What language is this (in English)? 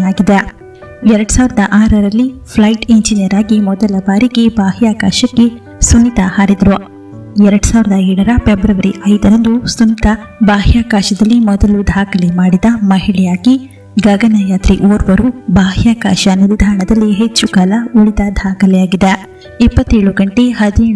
Kannada